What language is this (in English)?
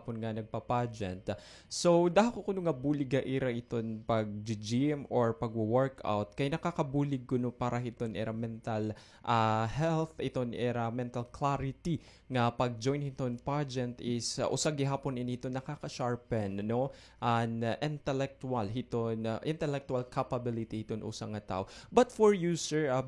Waray